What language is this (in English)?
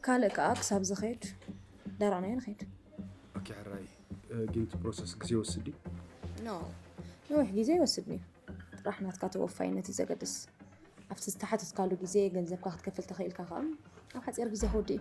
Tigrinya